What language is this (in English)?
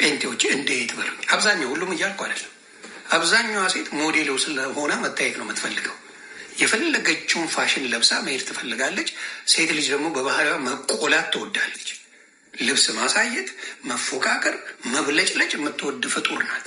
Amharic